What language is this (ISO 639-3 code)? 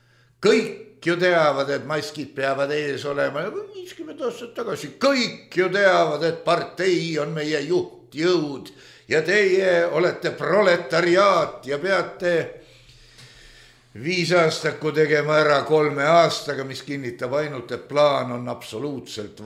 est